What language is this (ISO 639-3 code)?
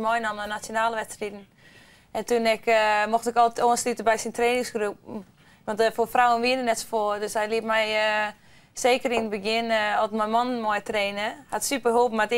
fry